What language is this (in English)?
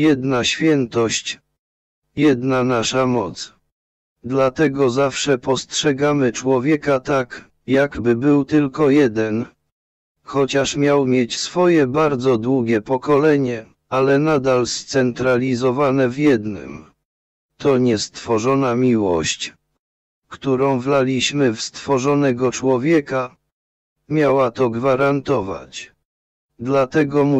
Polish